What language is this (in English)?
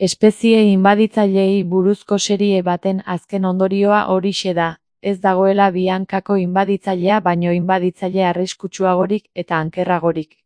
Basque